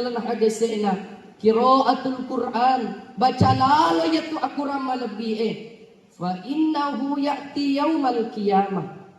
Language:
Buginese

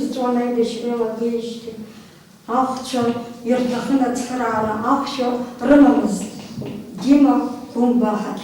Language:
Abkhazian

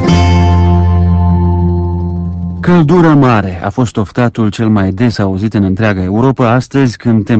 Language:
Romanian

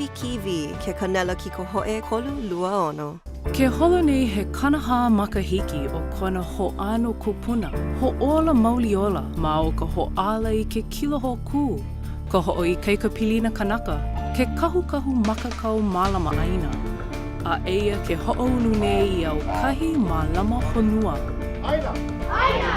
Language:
Hawaiian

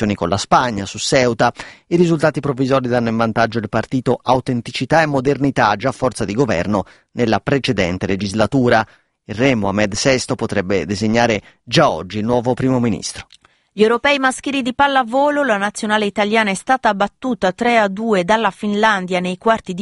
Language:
Italian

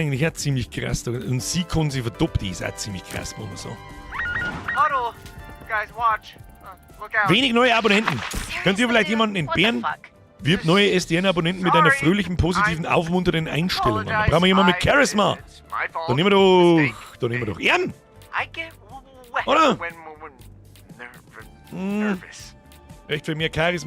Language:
Bavarian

